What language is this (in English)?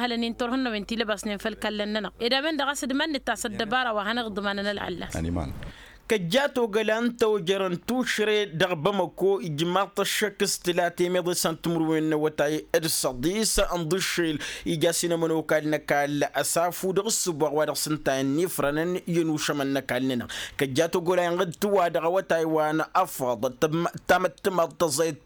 Tamasheq